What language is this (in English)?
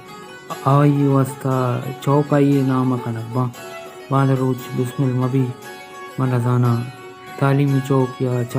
Baluchi